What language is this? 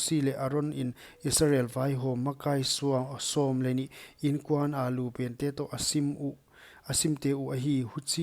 Paite Chin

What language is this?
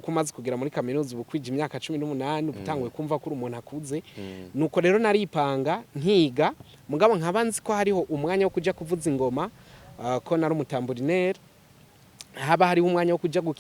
Rundi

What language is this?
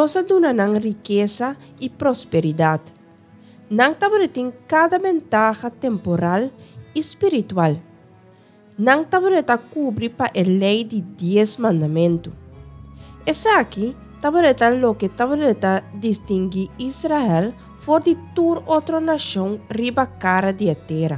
Papiamento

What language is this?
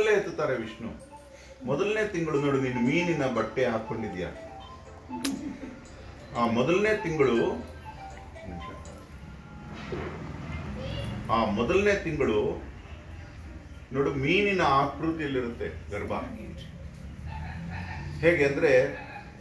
Kannada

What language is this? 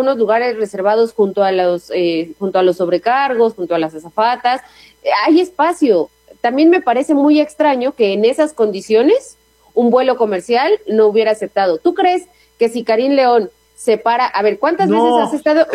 Spanish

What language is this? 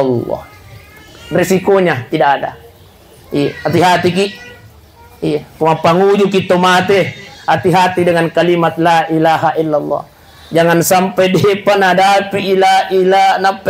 Buginese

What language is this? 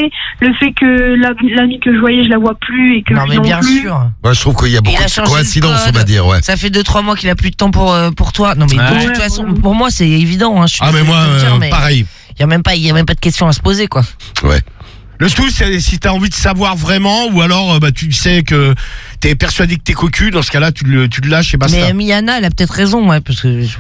French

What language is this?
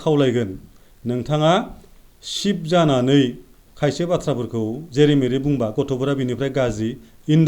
Bodo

